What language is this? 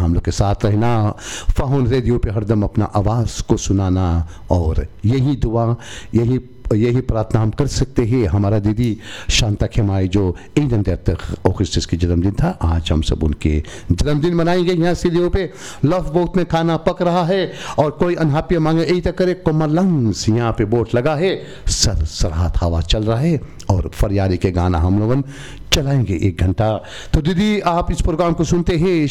Dutch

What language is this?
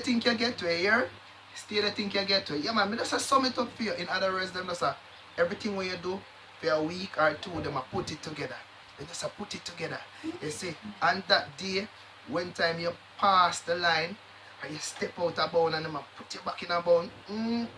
Jamaican Creole English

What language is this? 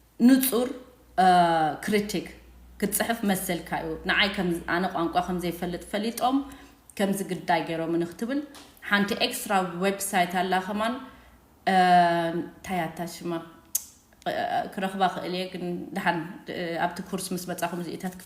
Tigrinya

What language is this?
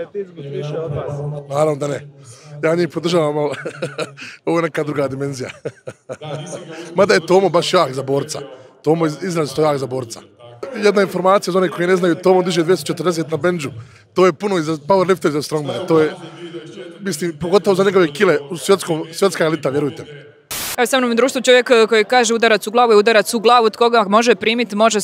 Croatian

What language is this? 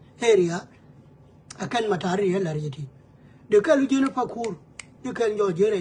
Nuer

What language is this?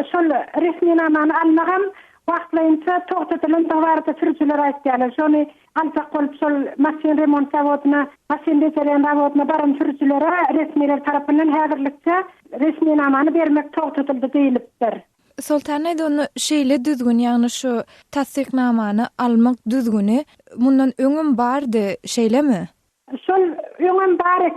Turkmen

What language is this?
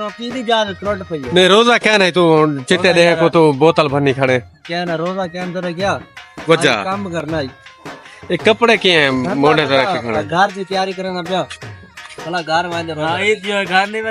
Saraiki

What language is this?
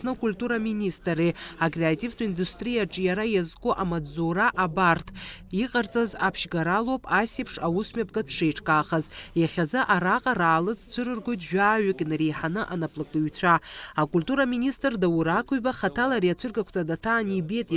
Abkhazian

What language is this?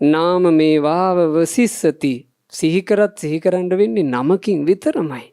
Sinhala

